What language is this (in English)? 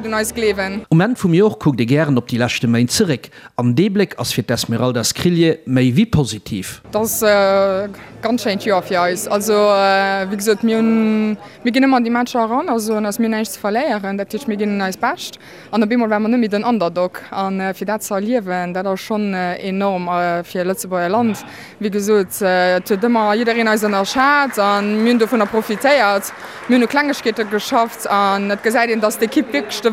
Luxembourgish